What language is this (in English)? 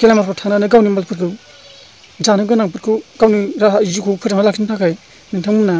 Bodo